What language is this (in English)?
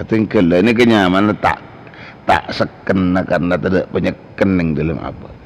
Madurese